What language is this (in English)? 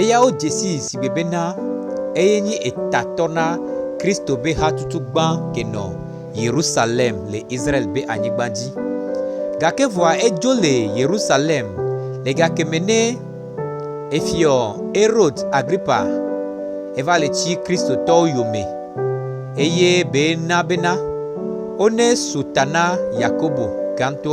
Gen